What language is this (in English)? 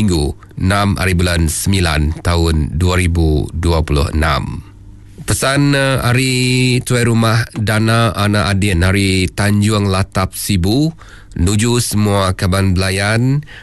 Iban